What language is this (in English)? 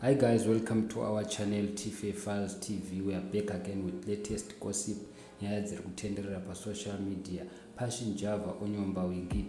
Shona